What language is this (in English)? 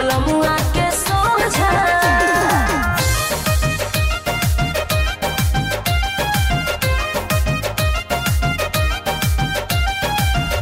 Bhojpuri